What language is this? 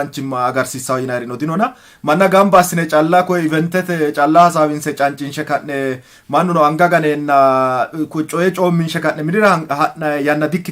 Sidamo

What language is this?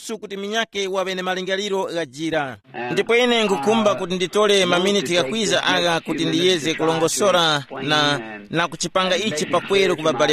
Tumbuka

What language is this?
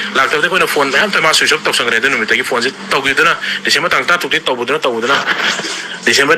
Manipuri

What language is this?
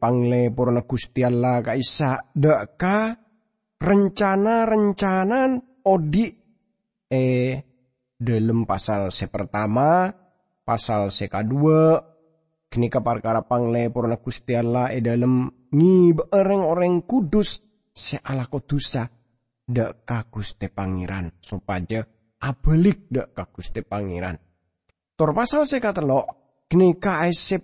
Madurese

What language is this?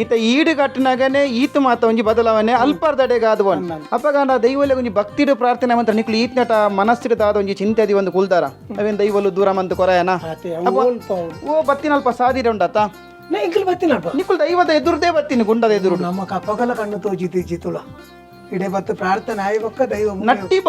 Tulu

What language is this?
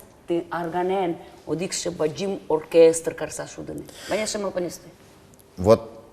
Udmurt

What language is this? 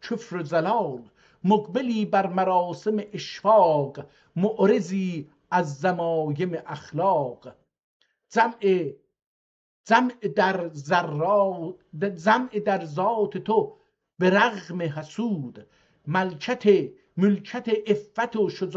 South Azerbaijani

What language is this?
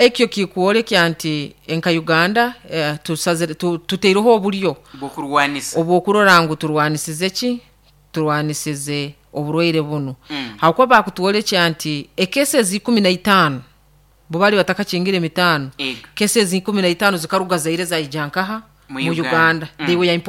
Nyoro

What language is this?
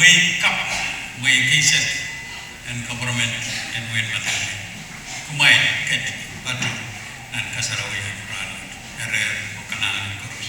Pohnpeian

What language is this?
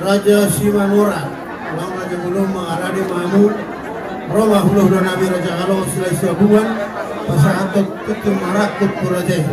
Batak Toba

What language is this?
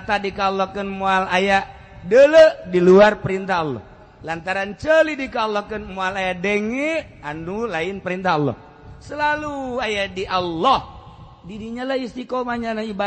Sundanese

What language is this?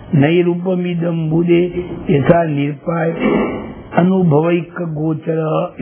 Gujarati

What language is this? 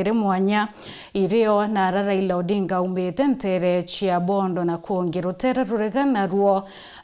Meru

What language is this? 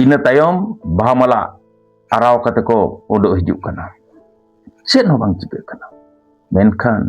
Santali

